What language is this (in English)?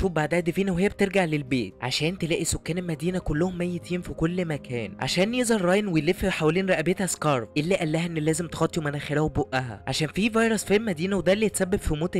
Egyptian Arabic